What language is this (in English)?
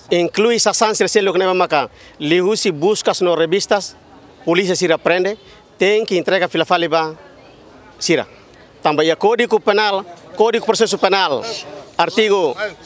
Tetum